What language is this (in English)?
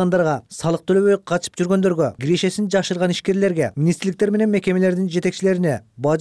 Kyrgyz